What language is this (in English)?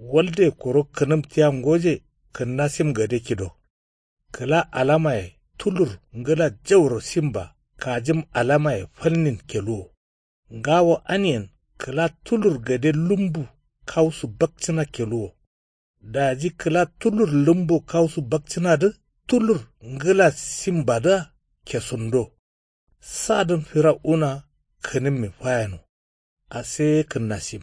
Kanuri